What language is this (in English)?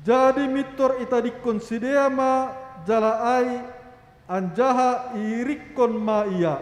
Batak Simalungun